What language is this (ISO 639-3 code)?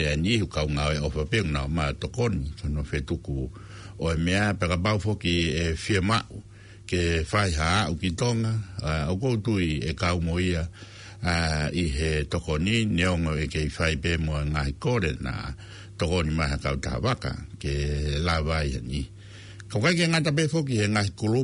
ton